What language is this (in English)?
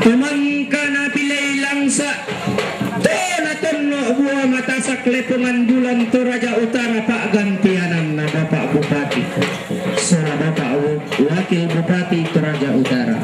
Toraja-Sa'dan